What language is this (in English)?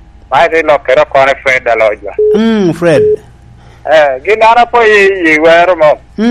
Lango (Uganda)